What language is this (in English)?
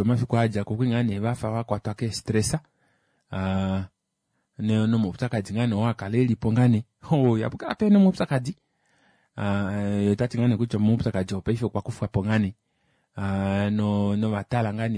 Kuanyama